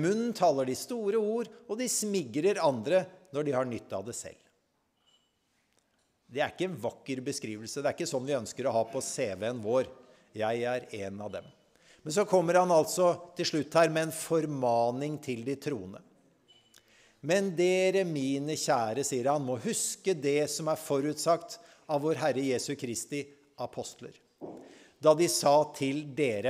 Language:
Norwegian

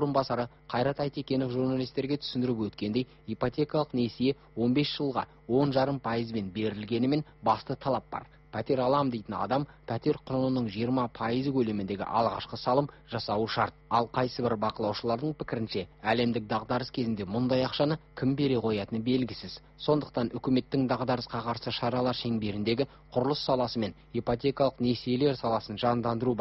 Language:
Kazakh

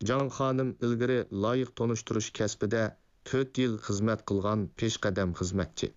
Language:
Uyghur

